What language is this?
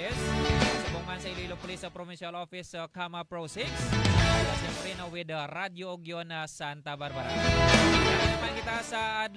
Hiligaynon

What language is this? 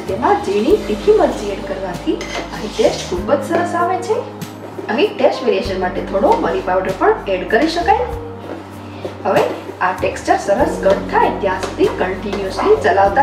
Gujarati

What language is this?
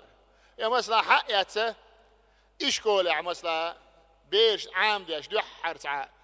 Chechen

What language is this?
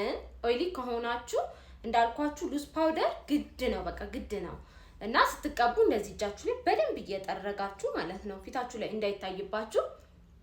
Amharic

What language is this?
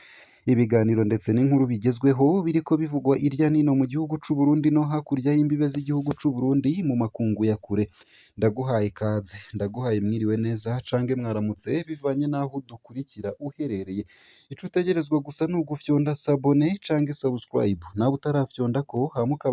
Rundi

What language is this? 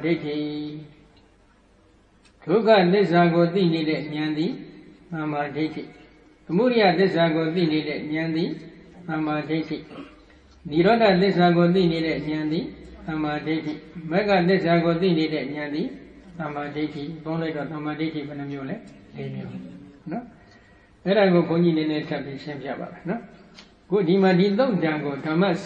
Burmese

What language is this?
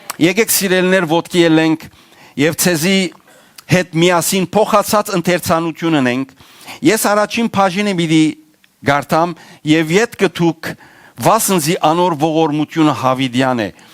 Western Armenian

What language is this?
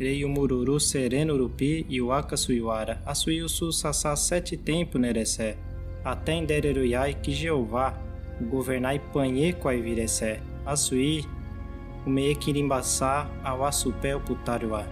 Nheengatu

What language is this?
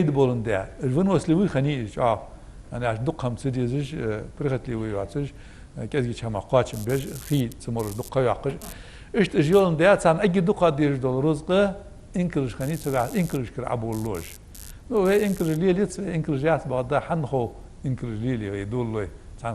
Ingush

